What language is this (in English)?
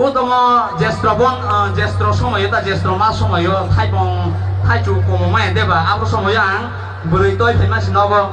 Kok Borok